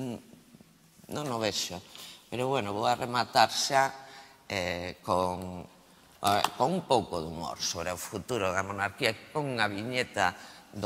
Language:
Galician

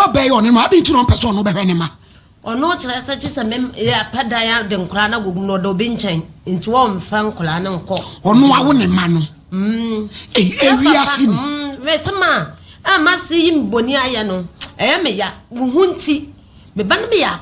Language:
Akan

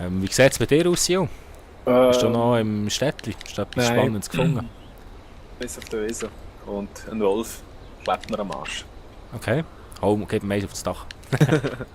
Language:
Swiss German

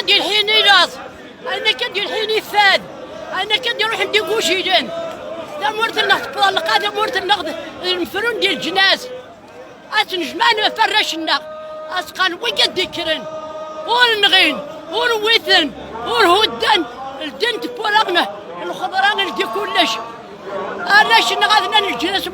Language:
Kabyle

